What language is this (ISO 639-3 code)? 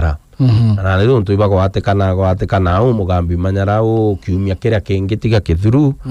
mer